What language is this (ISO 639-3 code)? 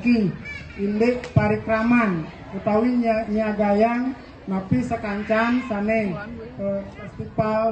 ban